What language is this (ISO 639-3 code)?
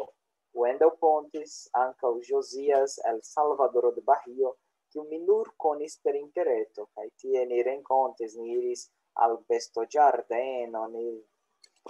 epo